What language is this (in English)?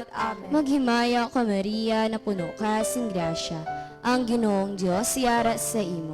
Hiligaynon